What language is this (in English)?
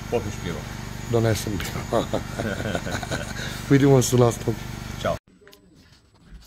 Croatian